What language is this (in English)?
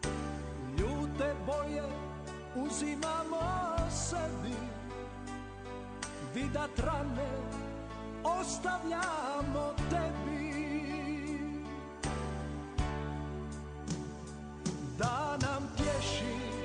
Croatian